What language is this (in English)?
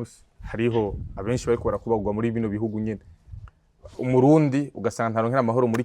Rundi